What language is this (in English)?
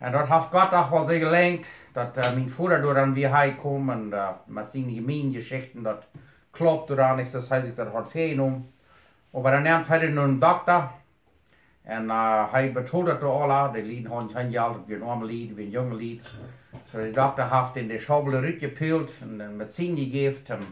Plautdietsch